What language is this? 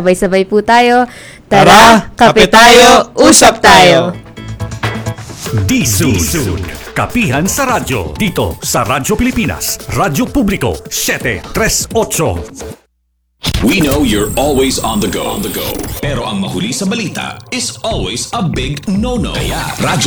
Filipino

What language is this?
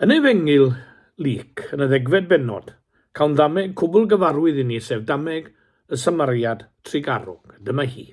Welsh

